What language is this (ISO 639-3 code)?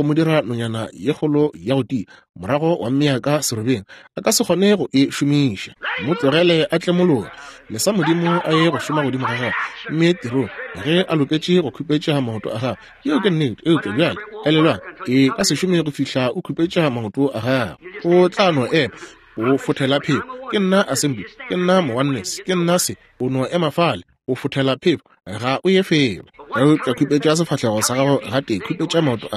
nso